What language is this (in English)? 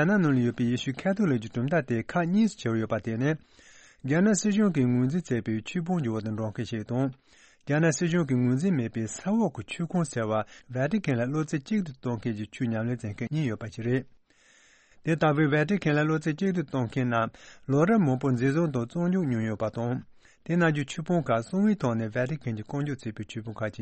Tibetan